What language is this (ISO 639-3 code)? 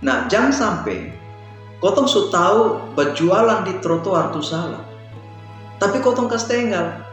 mkn